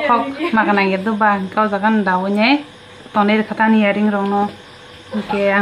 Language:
Kok Borok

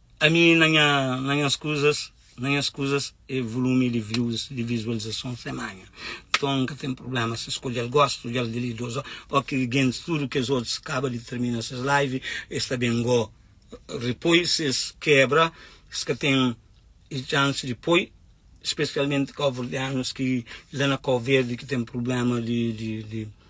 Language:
Kabuverdianu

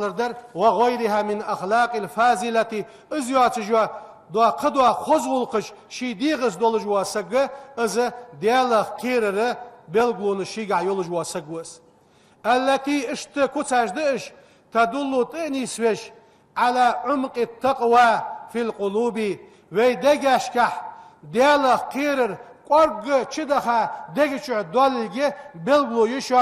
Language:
Ingush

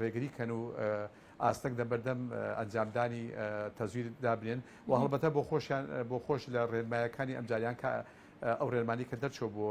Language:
Central Kurdish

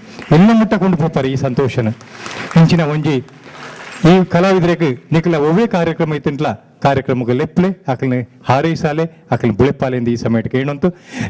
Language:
Tulu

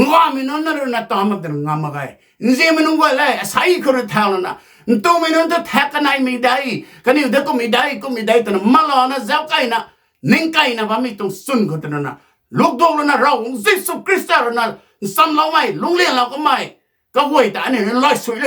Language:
Rongmei Naga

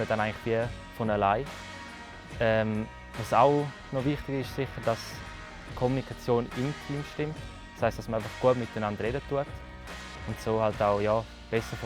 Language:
Romansh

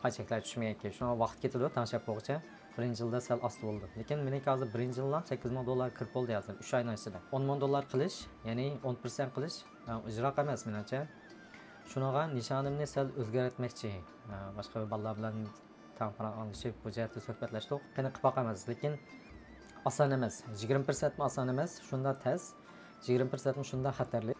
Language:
Uyghur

